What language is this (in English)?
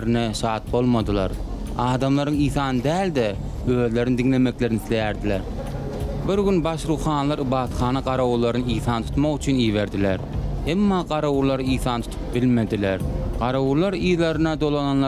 Turkmen